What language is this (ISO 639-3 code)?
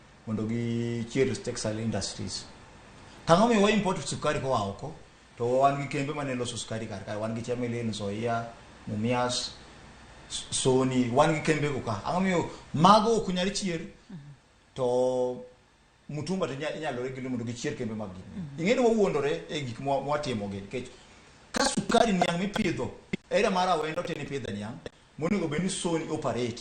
luo